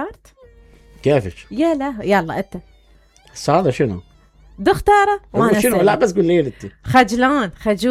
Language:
Mesopotamian Arabic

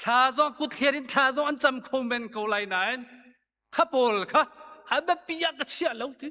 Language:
Hakha Chin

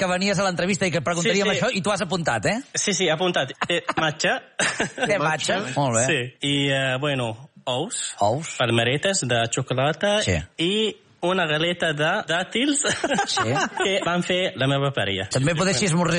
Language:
Catalan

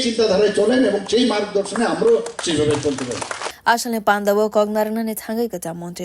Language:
Kok Borok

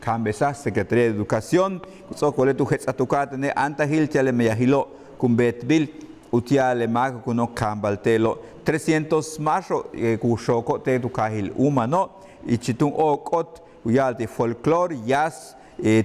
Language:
Yucateco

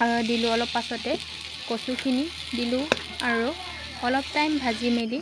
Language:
Assamese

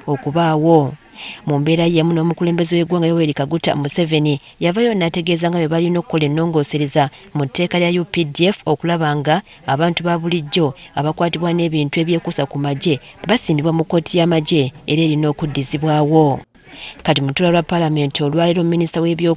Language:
Ganda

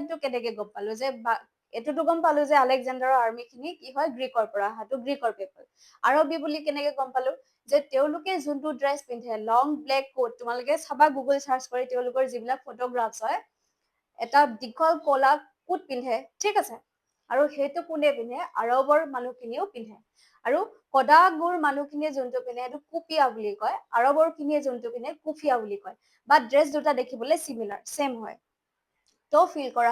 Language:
Assamese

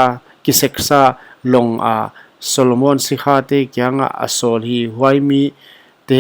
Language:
Paite Chin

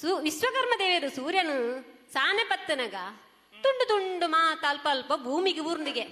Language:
Tulu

